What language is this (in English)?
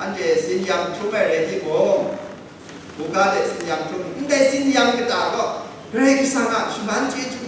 Kachin